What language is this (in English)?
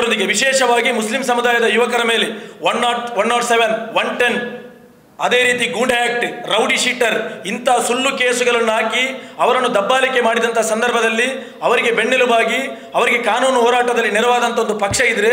Kannada